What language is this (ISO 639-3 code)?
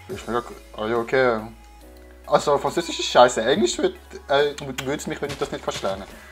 gsw